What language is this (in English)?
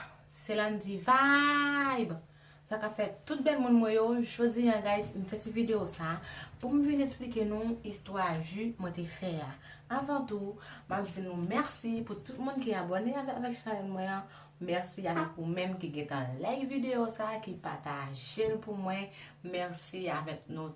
Haitian Creole